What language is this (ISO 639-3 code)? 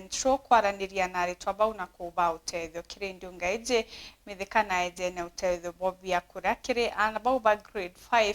mer